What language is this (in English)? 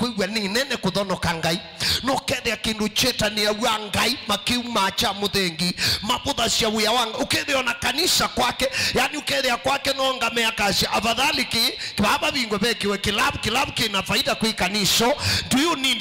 Kamba